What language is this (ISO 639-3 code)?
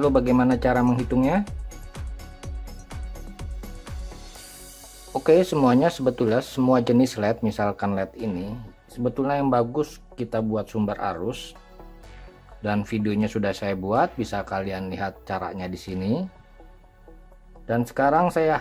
ind